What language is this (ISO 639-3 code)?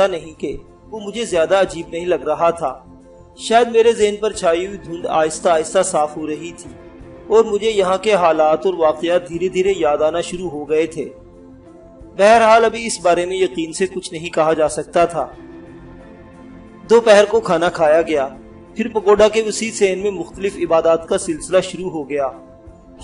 urd